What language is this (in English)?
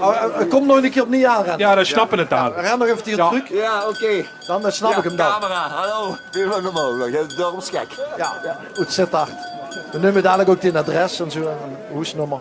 Limburgish